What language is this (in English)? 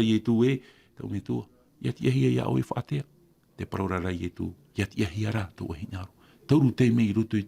Tahitian